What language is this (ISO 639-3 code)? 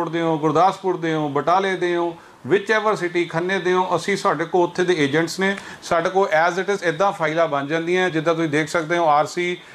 pan